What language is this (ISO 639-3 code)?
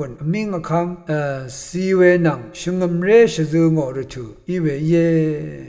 raw